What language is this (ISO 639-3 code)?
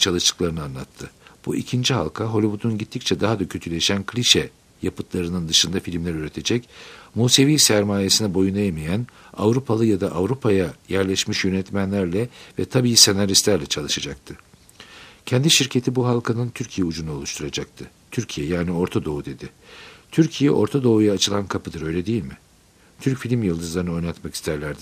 tur